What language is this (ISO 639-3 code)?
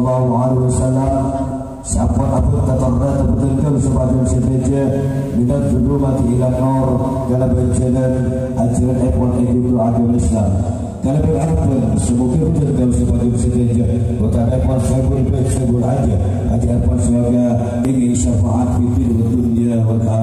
mad